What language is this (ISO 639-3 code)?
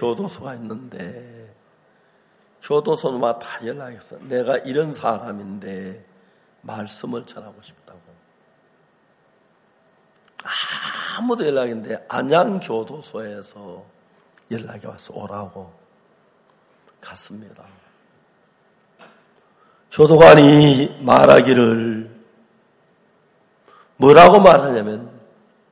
kor